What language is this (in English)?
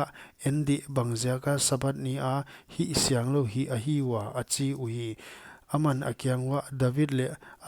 Paite Chin